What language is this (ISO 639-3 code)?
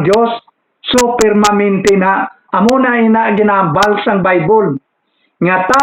hil